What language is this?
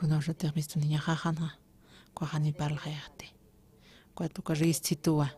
Aymara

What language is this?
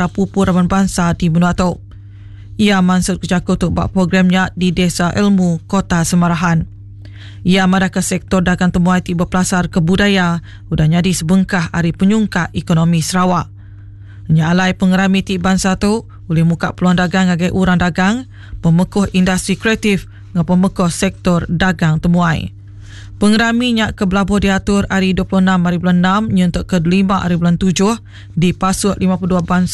Iban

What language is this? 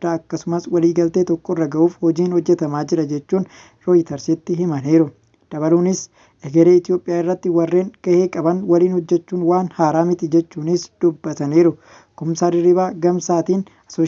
Oromo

